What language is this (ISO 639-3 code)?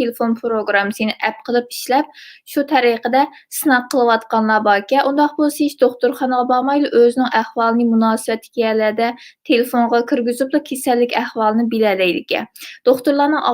uig